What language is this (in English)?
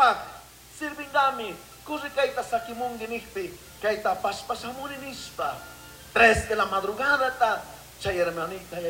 Chimborazo Highland Quichua